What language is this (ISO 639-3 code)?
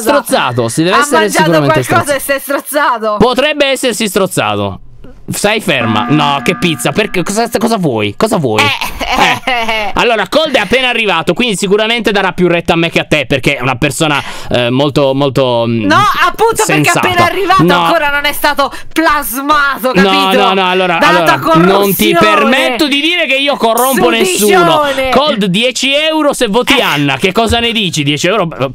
ita